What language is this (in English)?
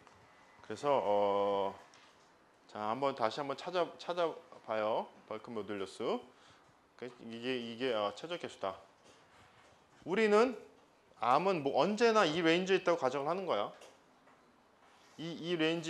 Korean